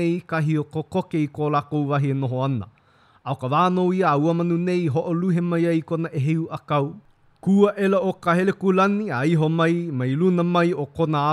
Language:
Hawaiian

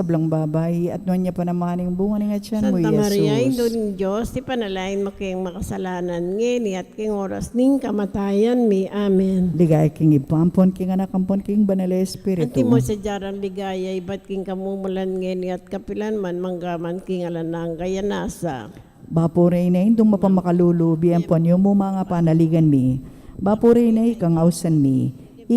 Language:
Pampanga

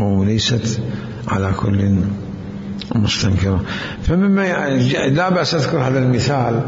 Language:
Mesopotamian Arabic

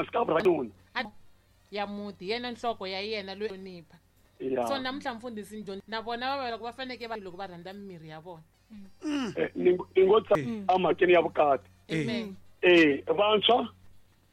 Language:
Tsonga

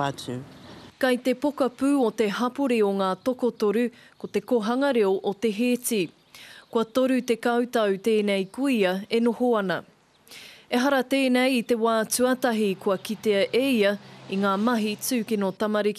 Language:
Māori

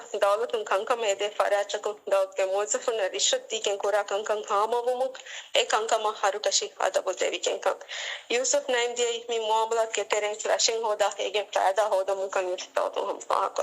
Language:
Divehi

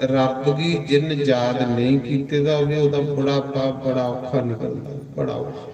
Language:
Dogri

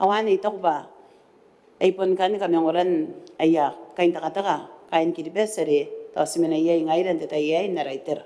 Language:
Gilbertese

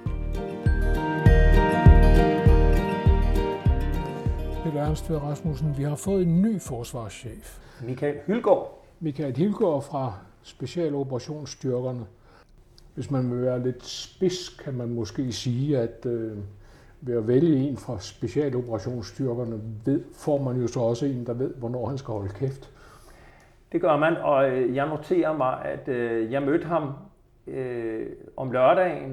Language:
Danish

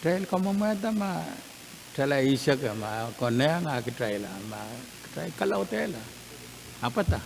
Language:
Pohnpeian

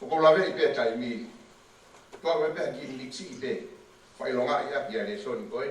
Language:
Tongan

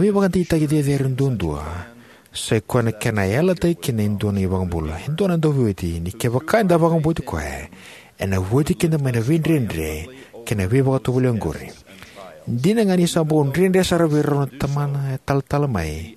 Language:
Fijian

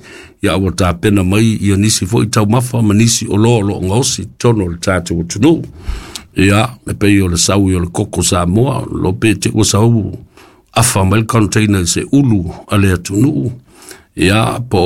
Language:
Samoan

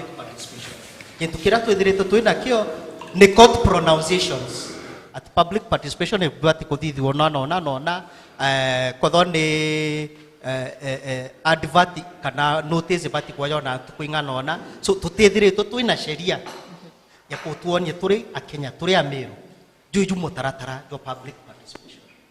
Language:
Meru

